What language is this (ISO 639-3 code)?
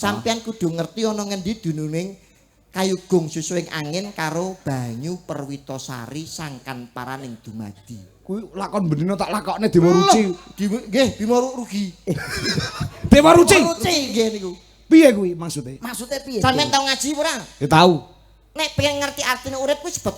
jav